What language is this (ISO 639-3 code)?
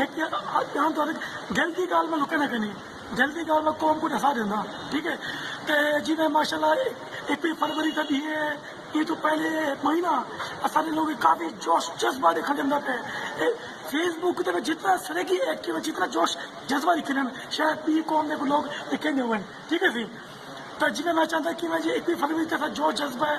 skr